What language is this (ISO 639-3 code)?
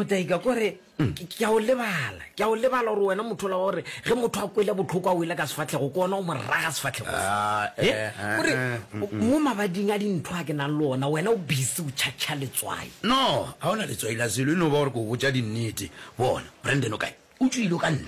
nso